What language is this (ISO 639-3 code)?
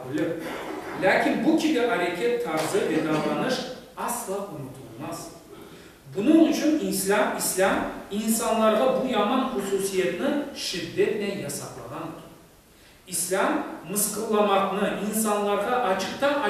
crh